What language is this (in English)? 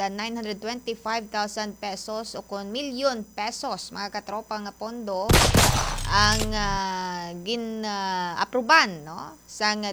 Hiligaynon